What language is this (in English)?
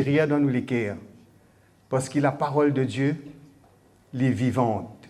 Morisyen